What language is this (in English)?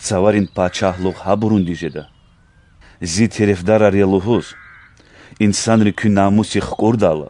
Lezghian